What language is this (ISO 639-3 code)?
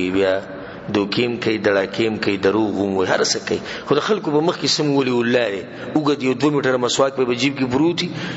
pus